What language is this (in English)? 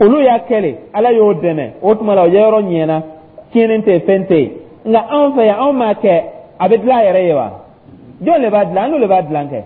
Dyula